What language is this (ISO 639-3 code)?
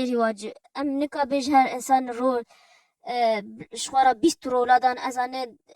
kur